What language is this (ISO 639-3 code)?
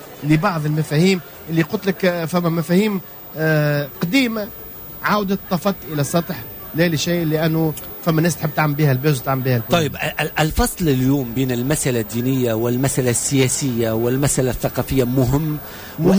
aeb